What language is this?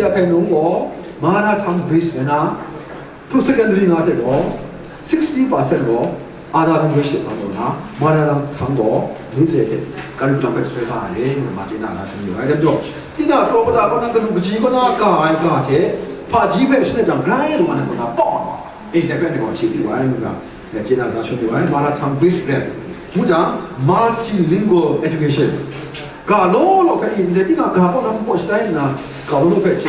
Kachin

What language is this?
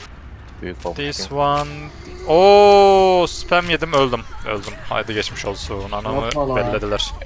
Turkish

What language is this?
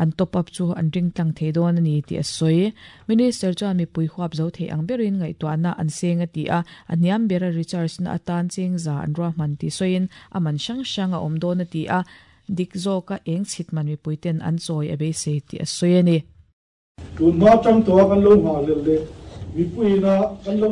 Mizo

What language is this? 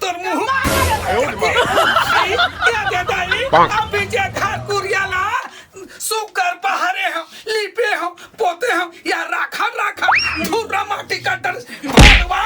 Chhattisgarhi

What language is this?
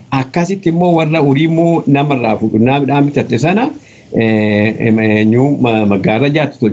Oromo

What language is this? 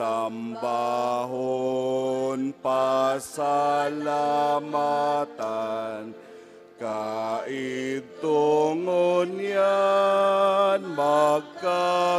Bikol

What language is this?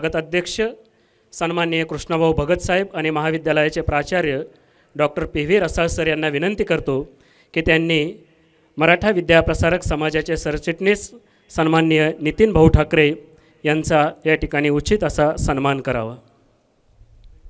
Marathi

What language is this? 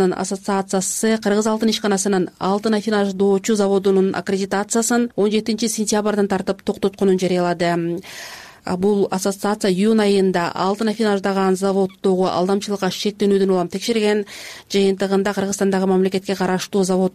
Kyrgyz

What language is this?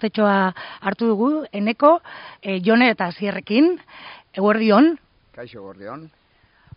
Basque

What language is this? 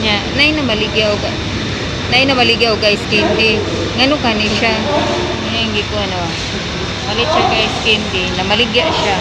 Cebuano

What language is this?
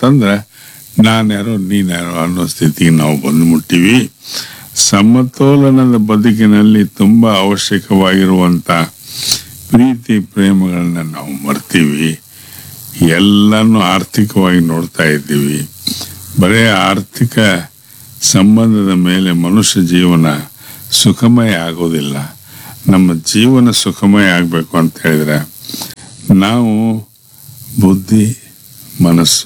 Kannada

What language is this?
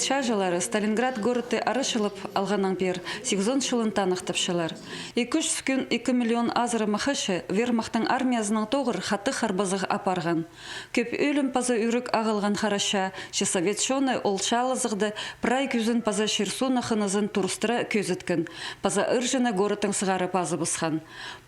Khakas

